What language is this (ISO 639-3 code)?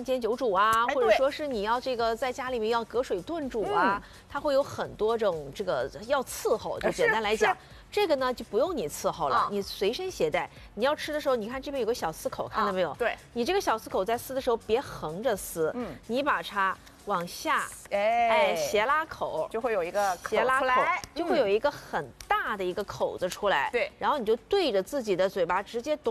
zho